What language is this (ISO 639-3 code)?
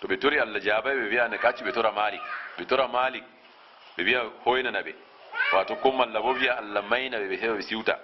ful